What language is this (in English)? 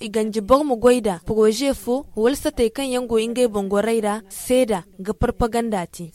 Zarma